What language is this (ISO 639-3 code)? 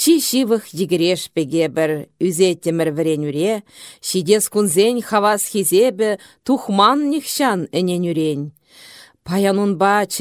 chv